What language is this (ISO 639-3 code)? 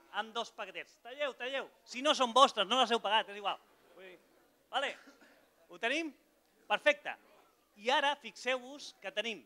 cat